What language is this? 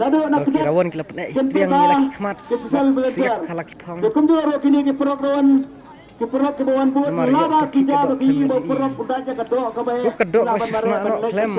Khasi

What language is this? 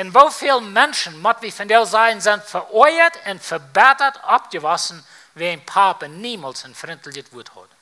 Plautdietsch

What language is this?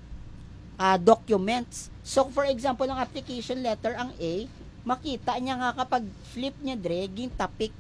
Hiligaynon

